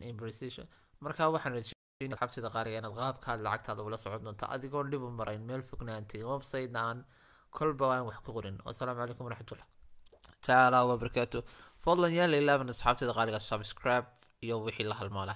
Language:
Somali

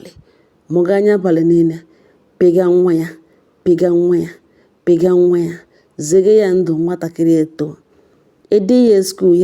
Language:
Igbo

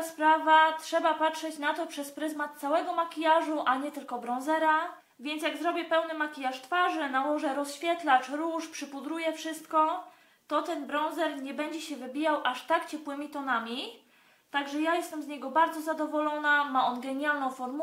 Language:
Polish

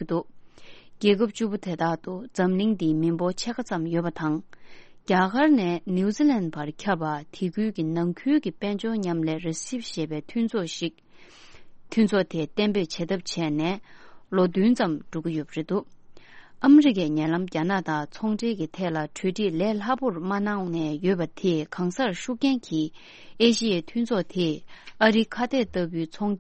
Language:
Tibetan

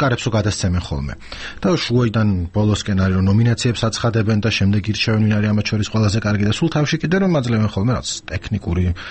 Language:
Georgian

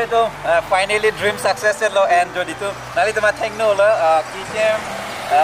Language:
Karbi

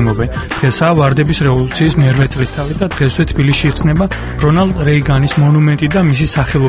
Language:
Georgian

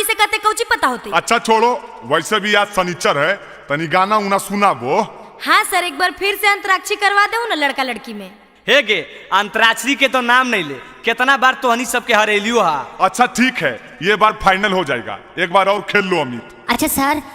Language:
Magahi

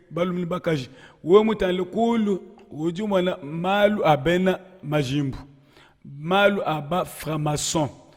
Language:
Luba-Lulua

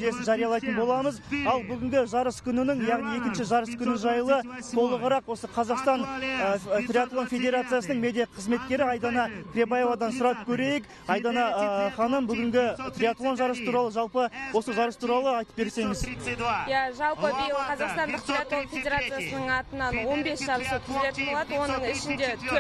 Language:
Kazakh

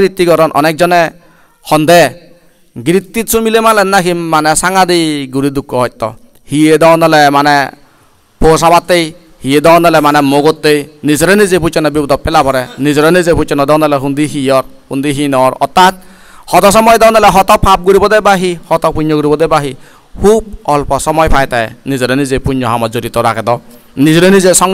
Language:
Chakma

